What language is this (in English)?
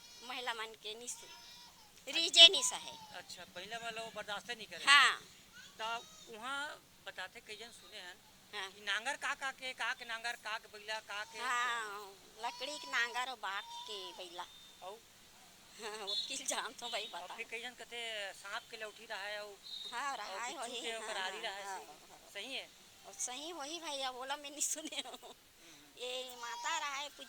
Chhattisgarhi